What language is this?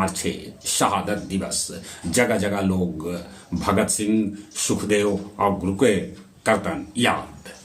Magahi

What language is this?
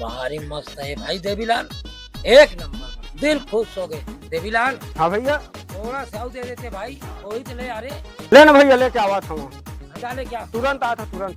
Chhattisgarhi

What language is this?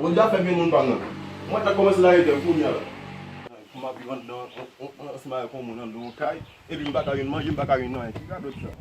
Haitian Creole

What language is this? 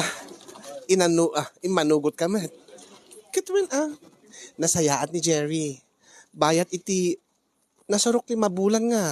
Iloko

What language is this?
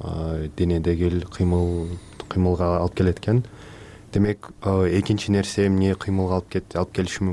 Kyrgyz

